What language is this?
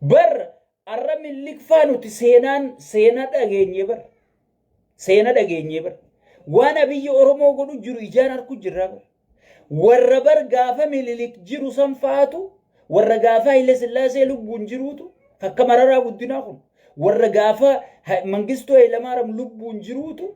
Oromo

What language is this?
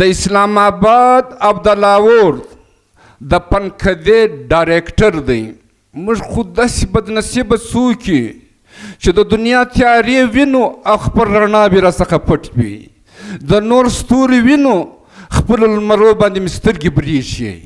Pashto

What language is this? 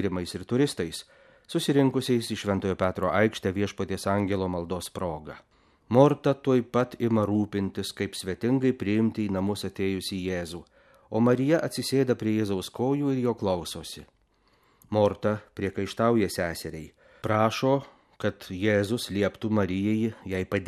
Lithuanian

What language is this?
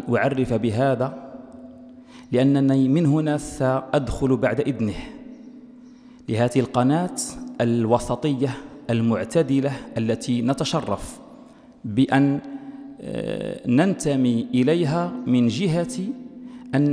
Arabic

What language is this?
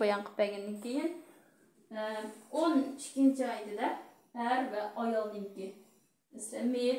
Uyghur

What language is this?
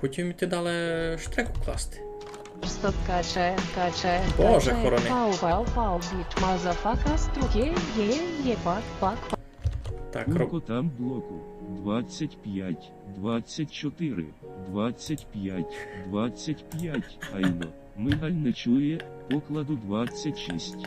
Rusyn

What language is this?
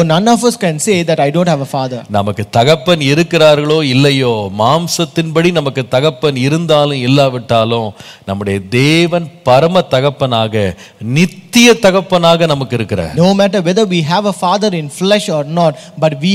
Tamil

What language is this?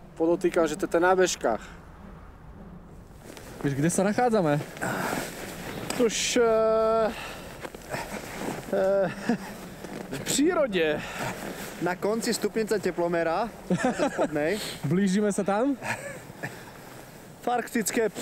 Slovak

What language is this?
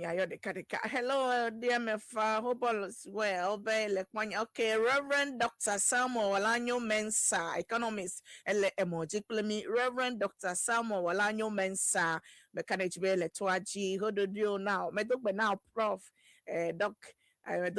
Ewe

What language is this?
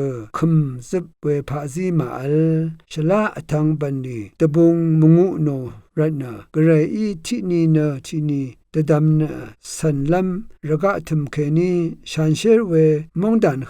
Rawang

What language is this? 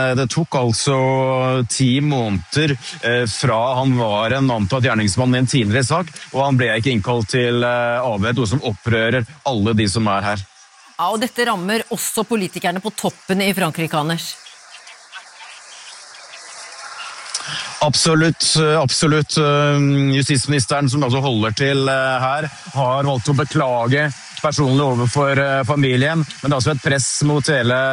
Norwegian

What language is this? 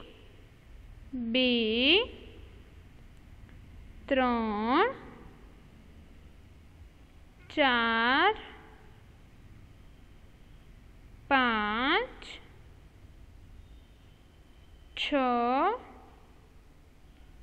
Gujarati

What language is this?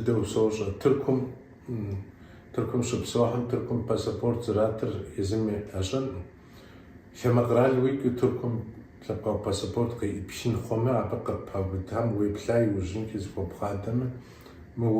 Kabardian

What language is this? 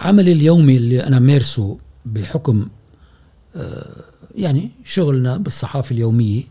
Gulf Arabic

